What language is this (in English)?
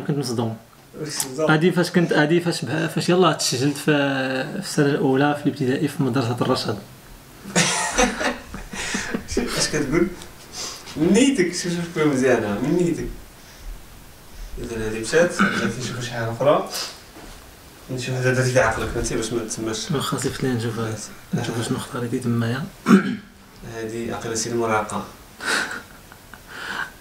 Moroccan Arabic